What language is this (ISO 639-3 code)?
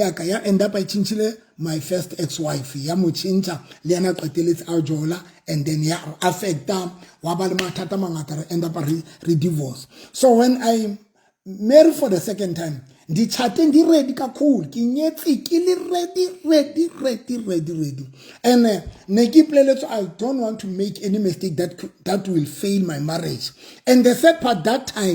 sot